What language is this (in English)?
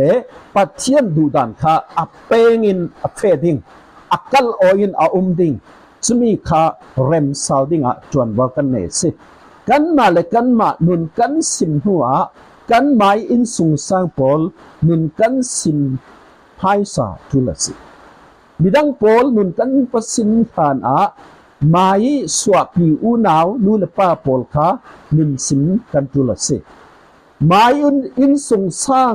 Falam Chin